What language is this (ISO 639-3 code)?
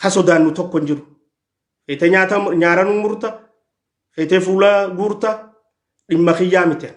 orm